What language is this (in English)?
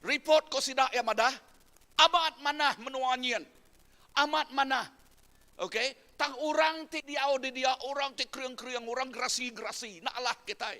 Iban